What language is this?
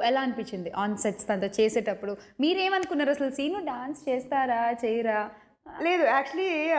Telugu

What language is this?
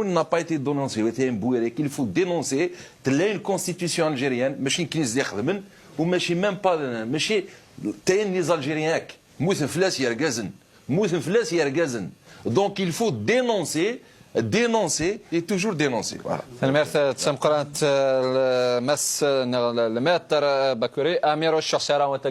Kabyle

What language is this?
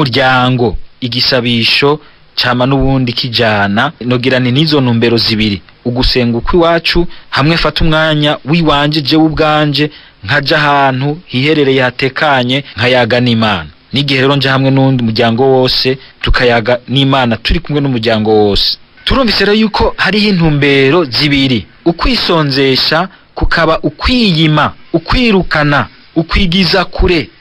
Rundi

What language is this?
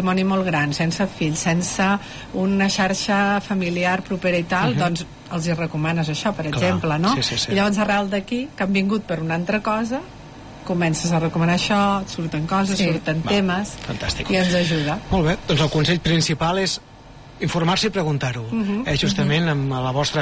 Catalan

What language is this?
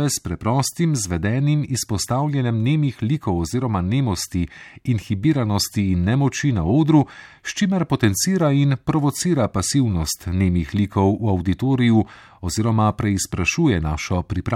Slovenian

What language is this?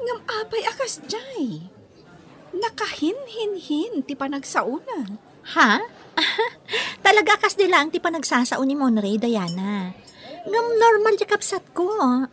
Iloko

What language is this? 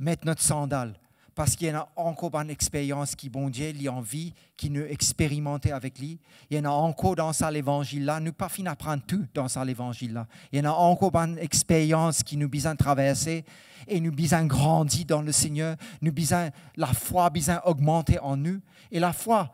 Morisyen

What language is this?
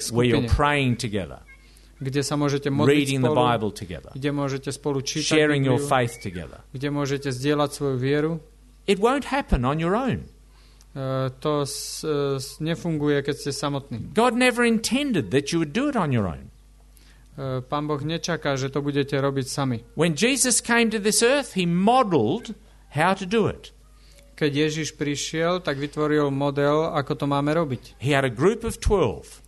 Slovak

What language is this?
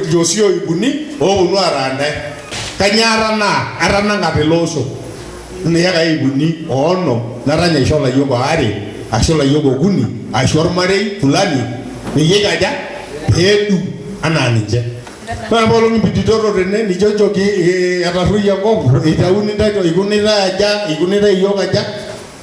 Masai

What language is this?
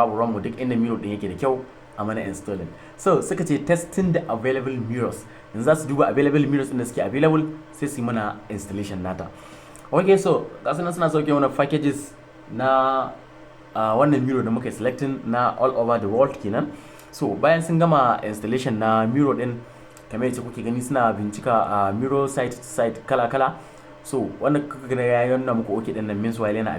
Hausa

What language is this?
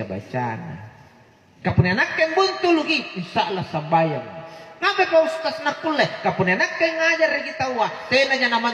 Makasar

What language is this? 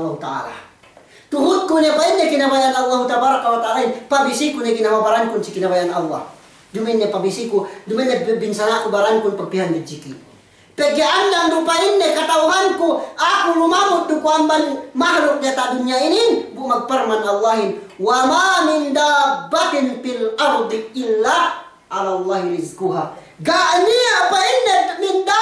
Yakan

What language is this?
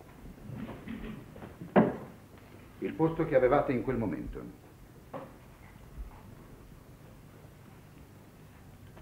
Italian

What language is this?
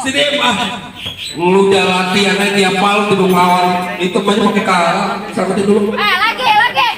Betawi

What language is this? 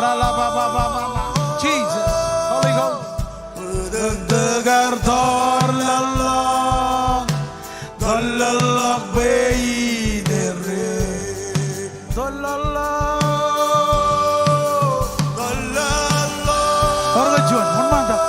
Marshallese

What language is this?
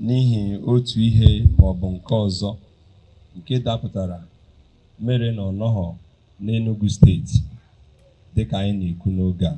Igbo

